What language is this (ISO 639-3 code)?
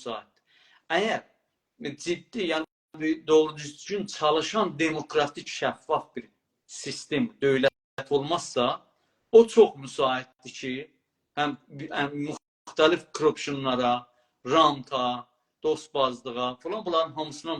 azb